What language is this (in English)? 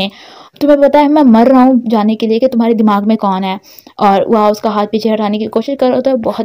Hindi